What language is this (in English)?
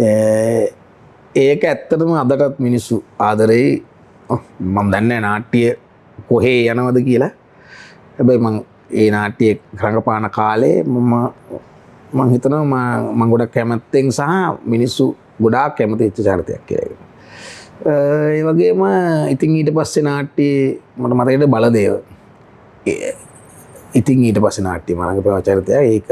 Sinhala